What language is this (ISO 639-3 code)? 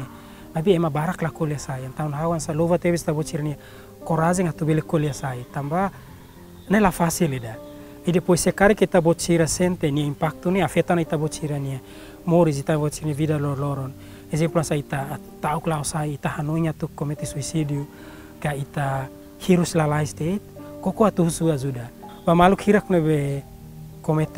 tet